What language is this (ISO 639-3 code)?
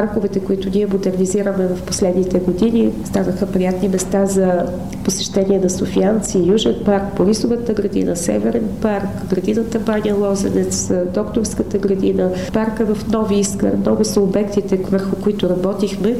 bul